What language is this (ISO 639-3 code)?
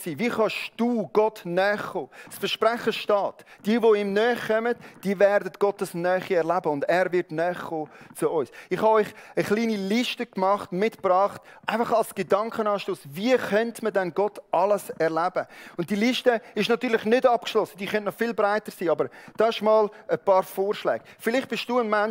gsw